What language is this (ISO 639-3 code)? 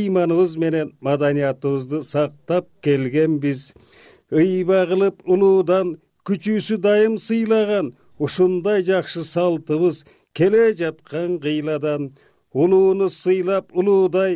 kir